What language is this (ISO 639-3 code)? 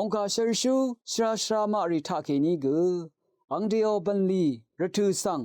raw